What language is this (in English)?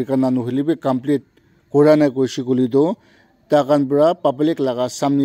Naga Pidgin